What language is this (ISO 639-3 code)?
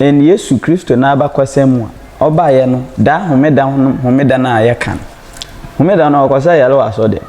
aka